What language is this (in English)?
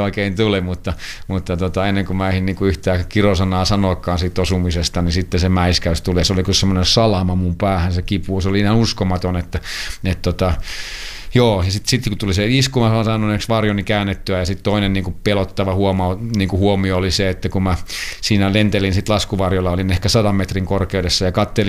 Finnish